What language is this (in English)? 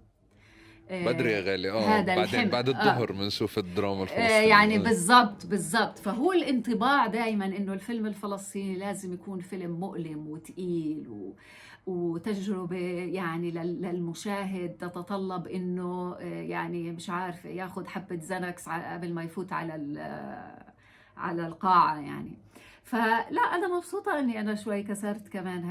North Levantine Arabic